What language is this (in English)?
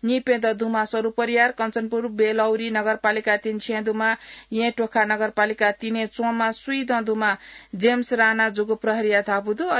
Newari